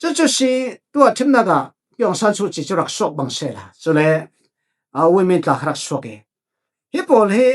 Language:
Falam Chin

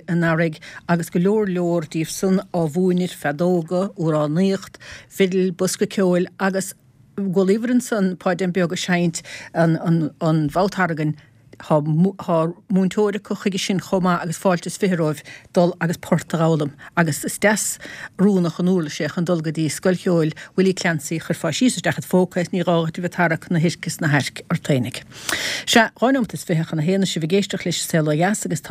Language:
Irish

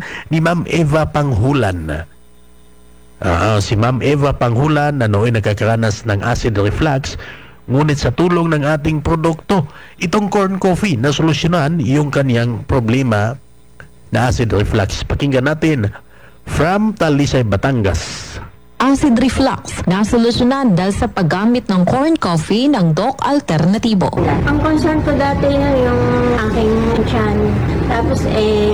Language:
Filipino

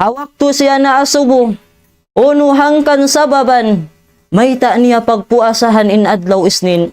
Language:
Tausug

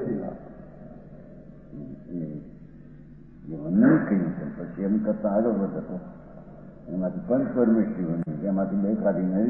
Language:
Gujarati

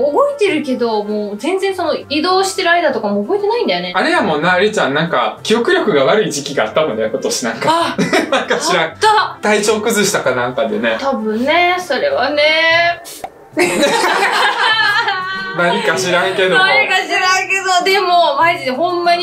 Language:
Japanese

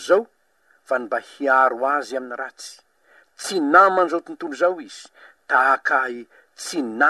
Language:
Malagasy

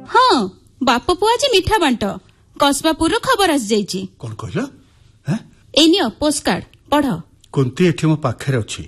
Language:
Odia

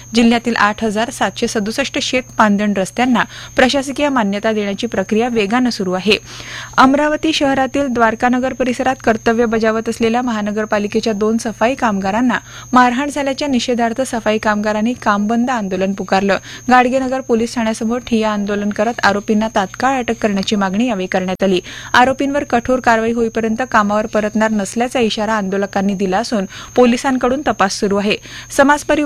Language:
Marathi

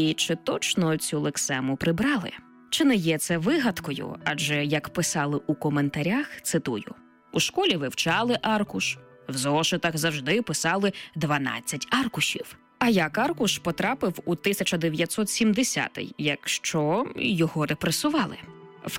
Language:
Ukrainian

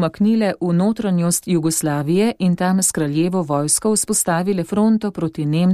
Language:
Slovenian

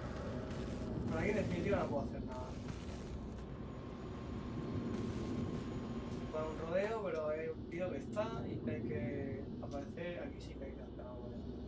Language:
Spanish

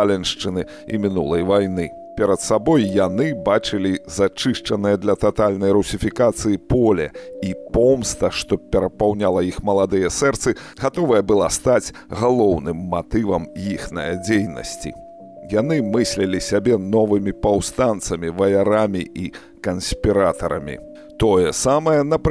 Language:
Belarusian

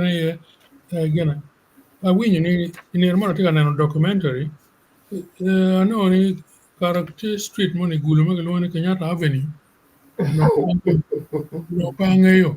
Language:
Acoli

